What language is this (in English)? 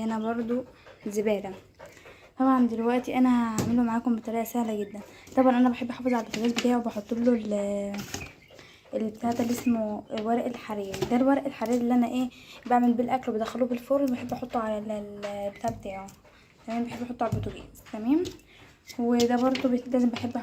Egyptian Arabic